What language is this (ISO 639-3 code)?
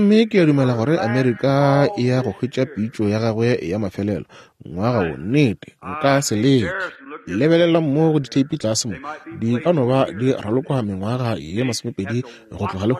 nso